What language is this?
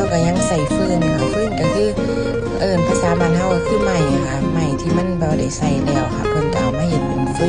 Northeastern Thai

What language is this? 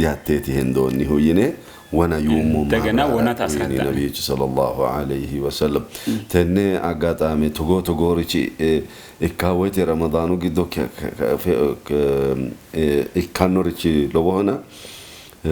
Sidamo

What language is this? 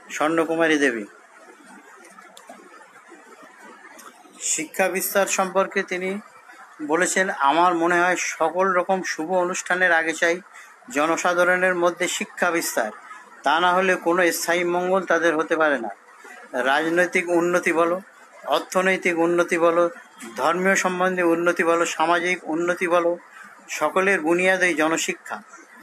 Bangla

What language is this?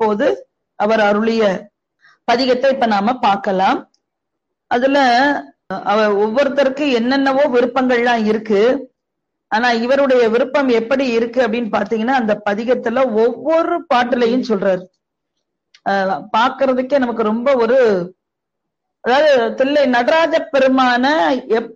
Tamil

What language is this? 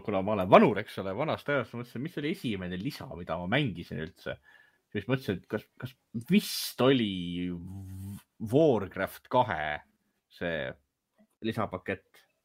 Estonian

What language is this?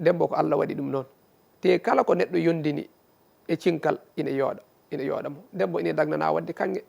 Fula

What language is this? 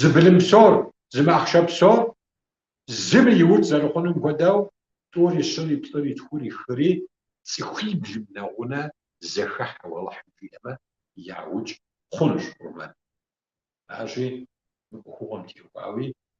Kabardian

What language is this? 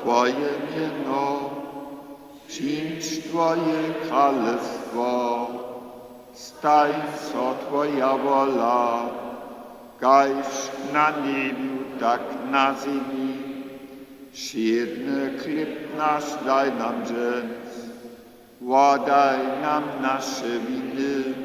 Upper Sorbian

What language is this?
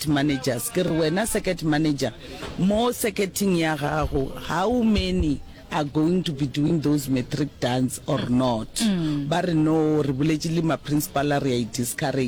Northern Sotho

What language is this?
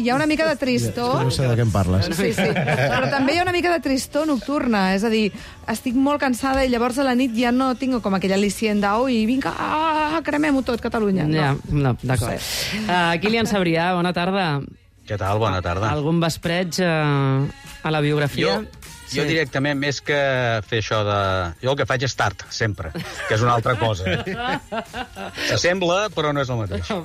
Catalan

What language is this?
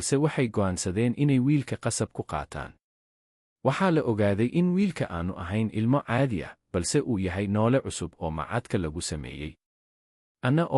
Somali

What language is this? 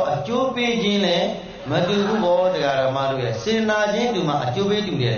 Burmese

